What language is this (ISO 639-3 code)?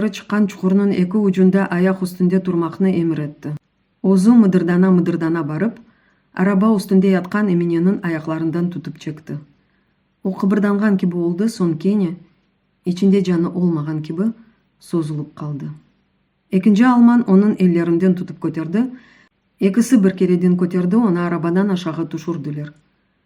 crh